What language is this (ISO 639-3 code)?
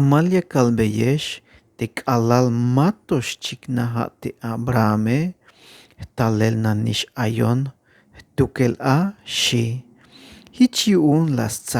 tzh